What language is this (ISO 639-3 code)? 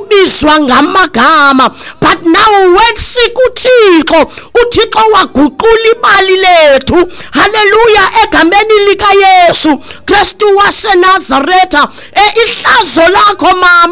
xho